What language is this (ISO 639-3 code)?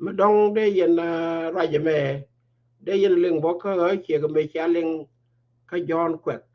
nus